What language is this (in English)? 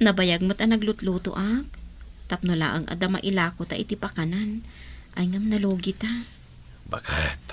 Iloko